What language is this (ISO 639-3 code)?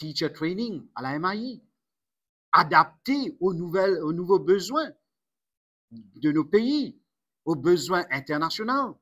mfe